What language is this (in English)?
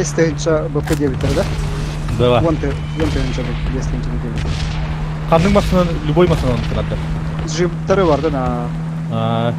Yakut